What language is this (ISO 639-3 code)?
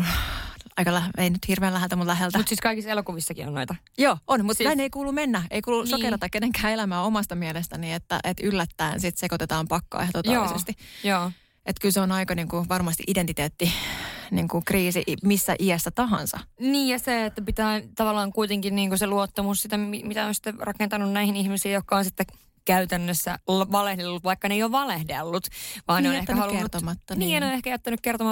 fin